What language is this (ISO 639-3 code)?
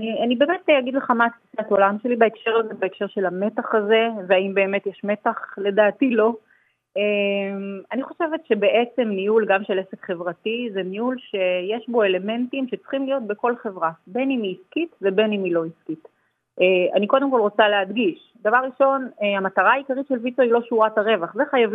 heb